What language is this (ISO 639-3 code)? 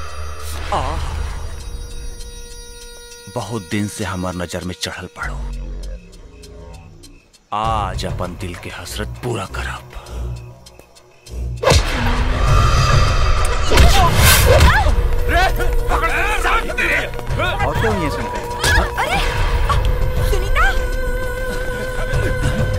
bho